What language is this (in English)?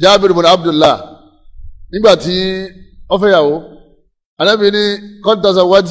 Yoruba